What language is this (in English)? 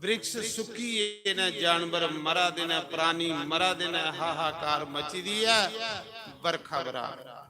Dogri